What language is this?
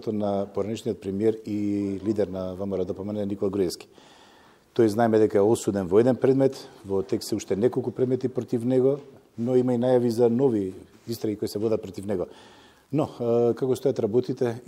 Macedonian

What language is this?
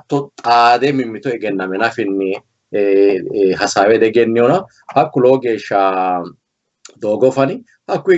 Sidamo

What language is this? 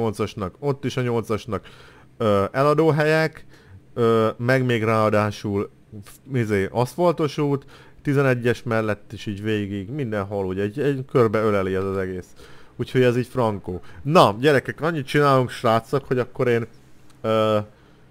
Hungarian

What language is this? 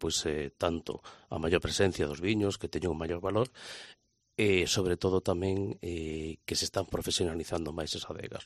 Galician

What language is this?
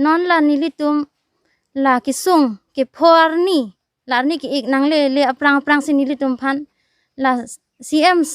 Karbi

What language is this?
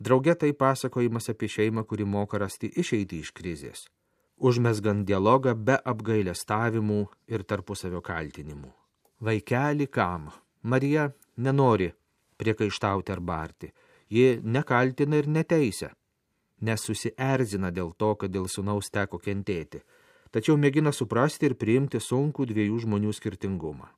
Lithuanian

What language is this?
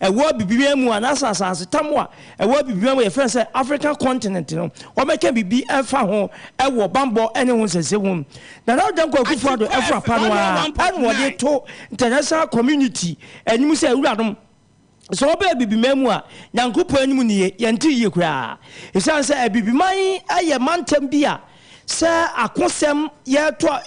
Akan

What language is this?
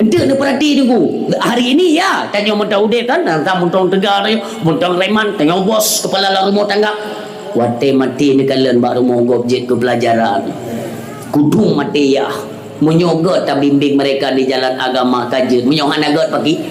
Achinese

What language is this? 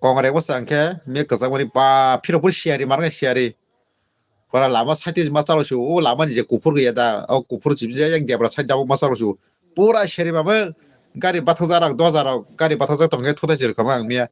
Kok Borok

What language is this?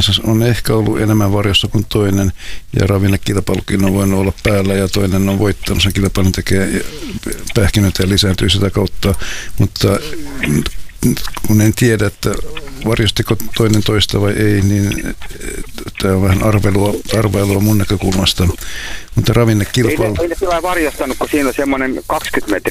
Finnish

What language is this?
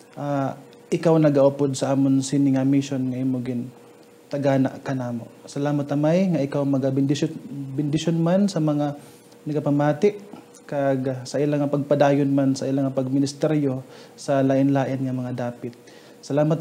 Hiligaynon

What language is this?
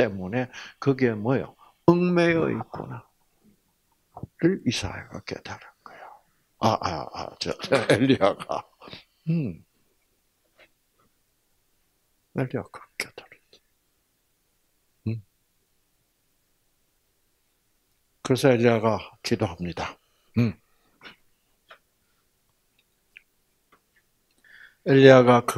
Korean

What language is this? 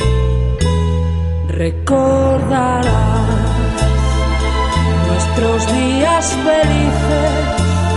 French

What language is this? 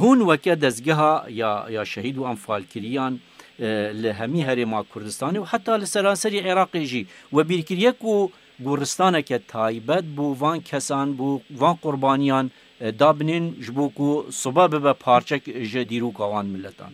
Kurdish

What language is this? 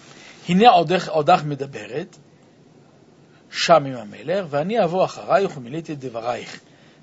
Hebrew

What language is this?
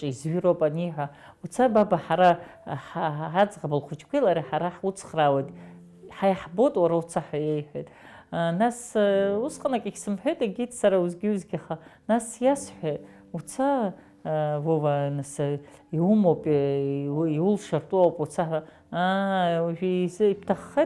Abkhazian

